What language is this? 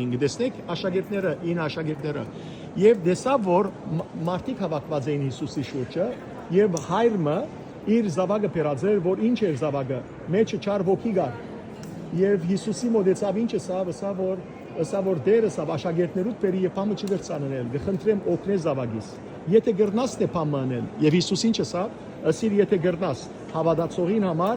Western Armenian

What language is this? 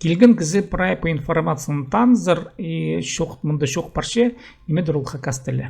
Khakas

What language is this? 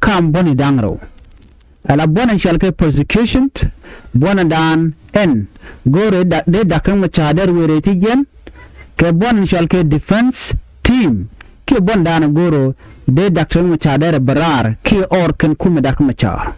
Nuer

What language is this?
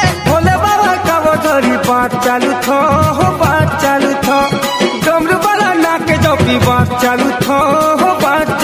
Bhojpuri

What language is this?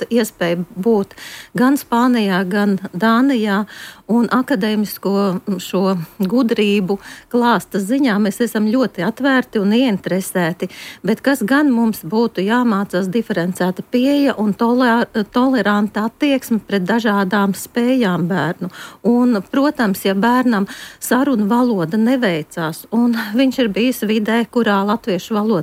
Latvian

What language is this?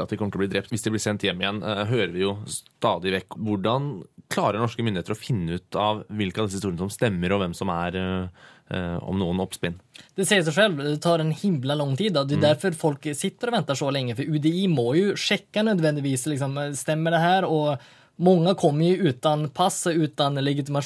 Norwegian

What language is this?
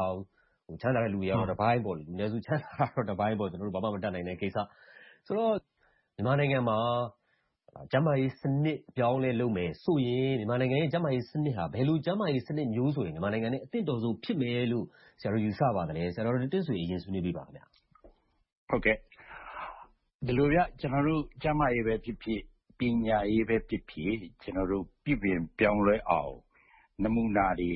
Burmese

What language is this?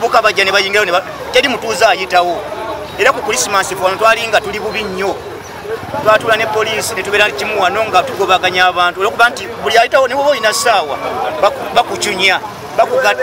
Ganda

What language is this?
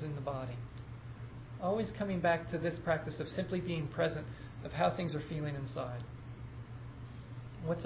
English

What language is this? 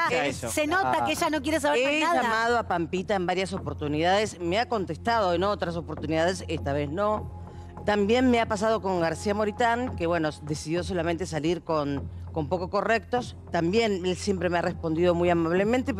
Spanish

